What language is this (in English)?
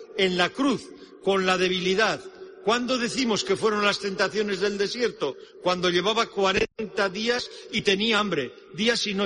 Spanish